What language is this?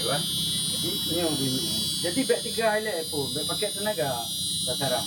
Achinese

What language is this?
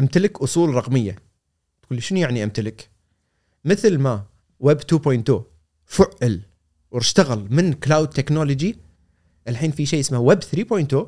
Gulf Arabic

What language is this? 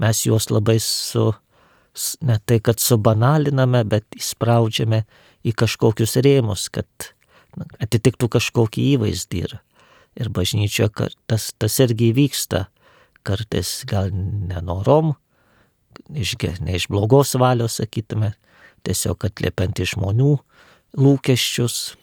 Lithuanian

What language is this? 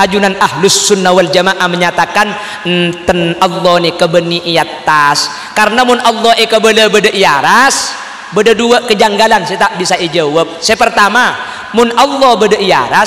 Madurese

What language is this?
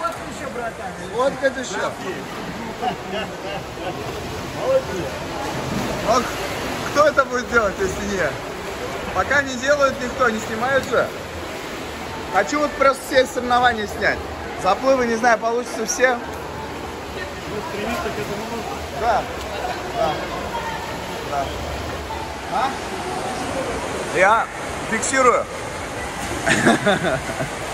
Russian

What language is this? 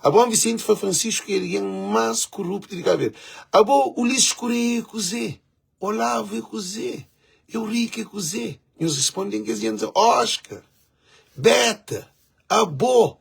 Kabuverdianu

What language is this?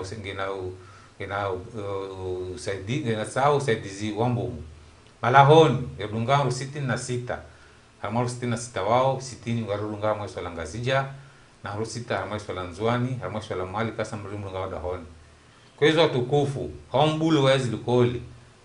Ngazidja Comorian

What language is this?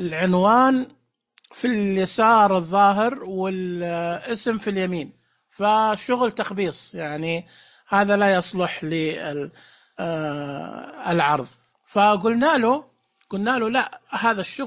Najdi Arabic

